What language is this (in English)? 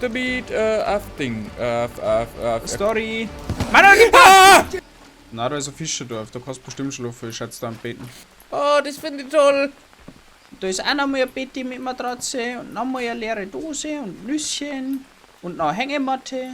Bavarian